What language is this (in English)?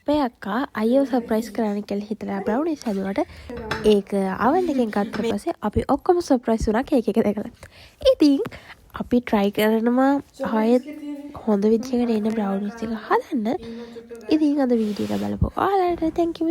Sinhala